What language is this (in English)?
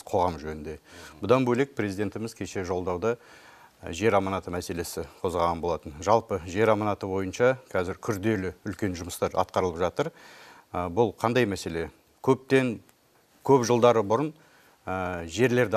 Kazakh